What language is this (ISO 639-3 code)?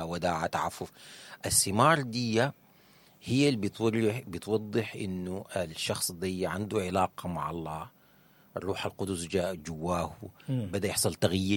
apd